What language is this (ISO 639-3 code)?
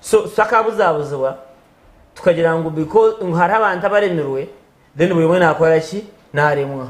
nyn